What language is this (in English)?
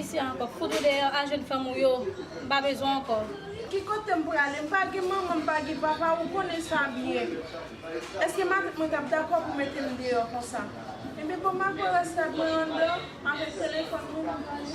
Haitian Creole